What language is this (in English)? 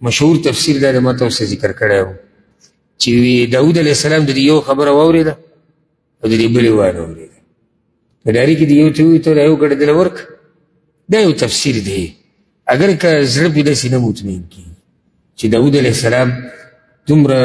Pashto